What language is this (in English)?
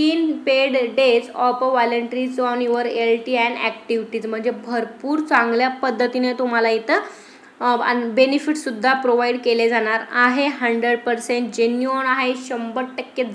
Marathi